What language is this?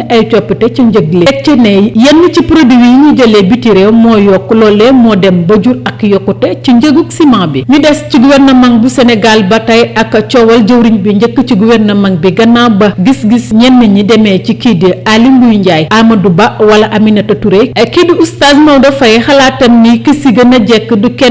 Wolof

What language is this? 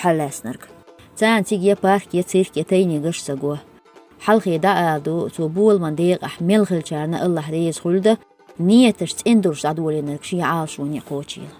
Chechen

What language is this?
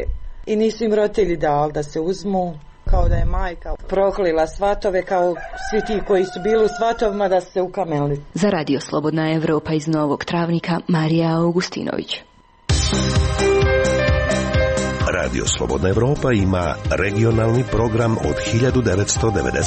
Croatian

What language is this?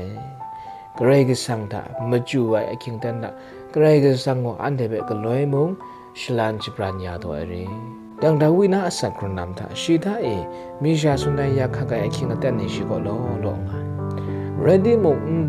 Kachin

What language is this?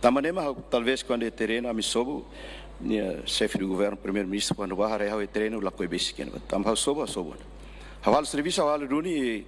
Tetum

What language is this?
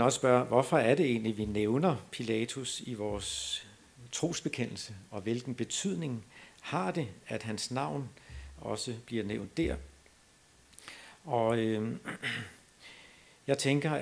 Danish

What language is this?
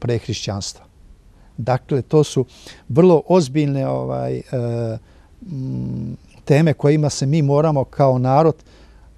Serbian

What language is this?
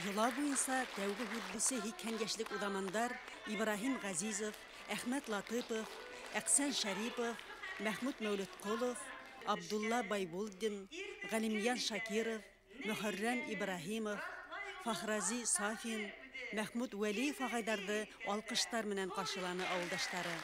Bashkir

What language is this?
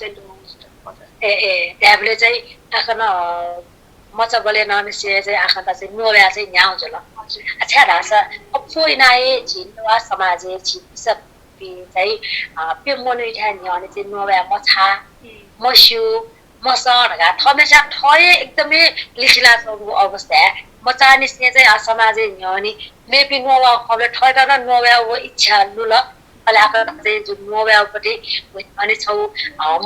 Newari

